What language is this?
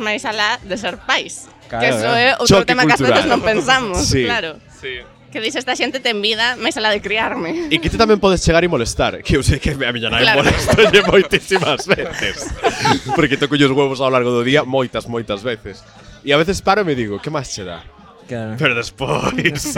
Galician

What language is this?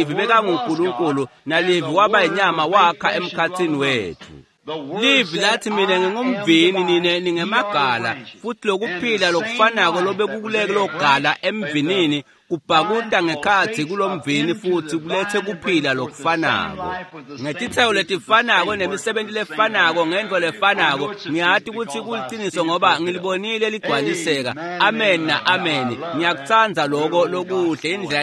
Swati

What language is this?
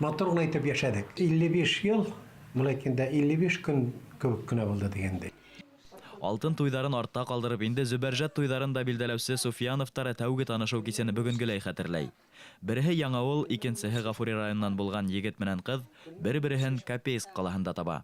Bashkir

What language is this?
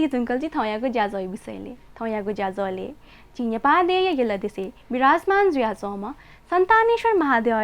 Newari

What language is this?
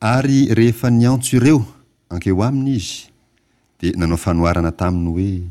Malagasy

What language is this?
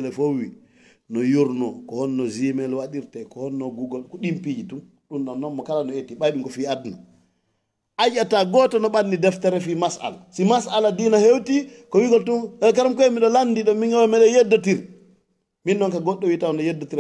Fula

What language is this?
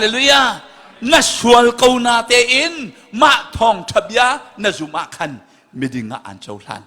Hakha Chin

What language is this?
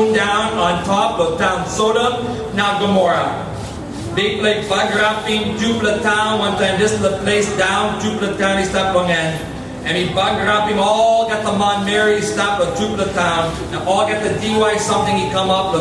Tok Pisin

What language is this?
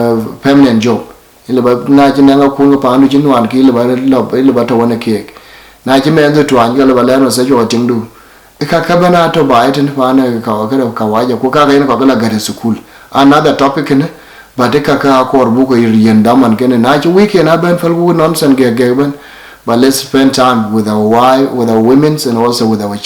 Dinka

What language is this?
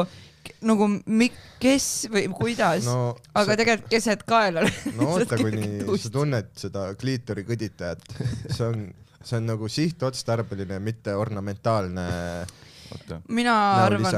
Estonian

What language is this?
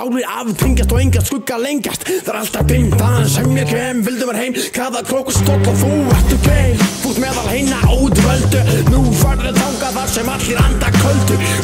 Icelandic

